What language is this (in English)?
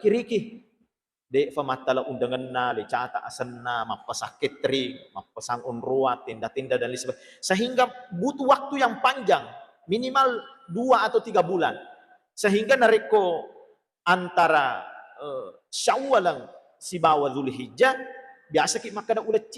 Buginese